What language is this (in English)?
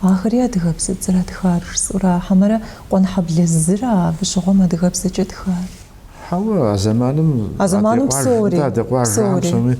Kabardian